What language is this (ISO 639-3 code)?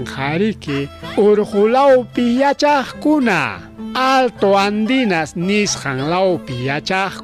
quy